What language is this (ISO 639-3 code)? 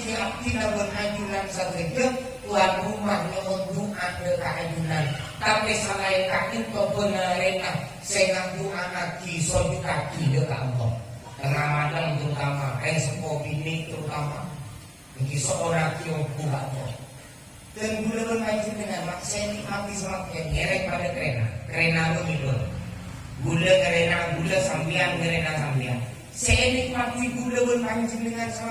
mad